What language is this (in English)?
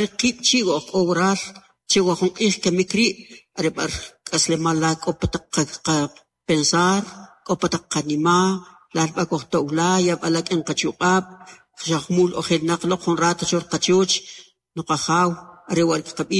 Kaqchikel